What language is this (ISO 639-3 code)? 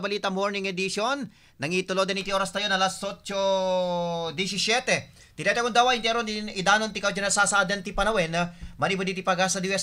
ilo